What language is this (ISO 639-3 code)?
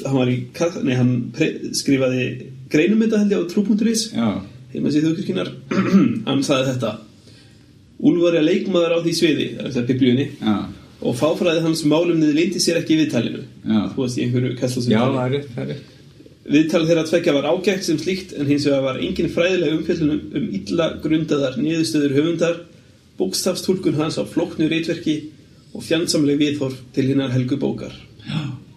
isl